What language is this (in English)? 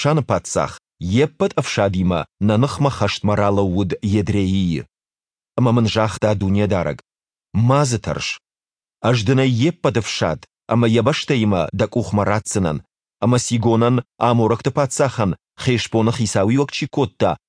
Ossetic